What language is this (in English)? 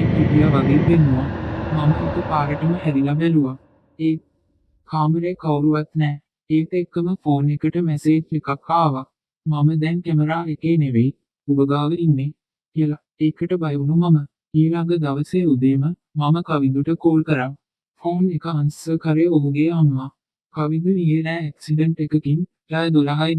Sinhala